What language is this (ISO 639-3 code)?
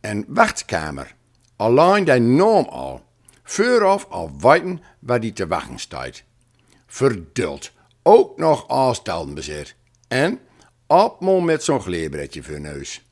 gos